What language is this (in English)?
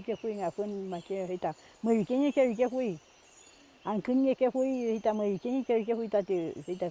Mapuche